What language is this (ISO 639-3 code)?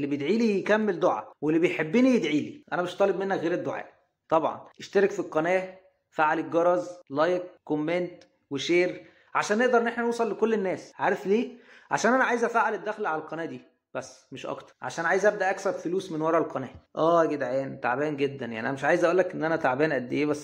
arz